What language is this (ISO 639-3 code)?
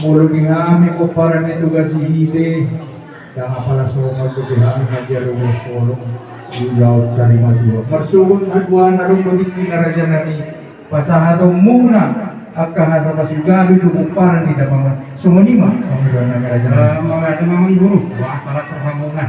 bbc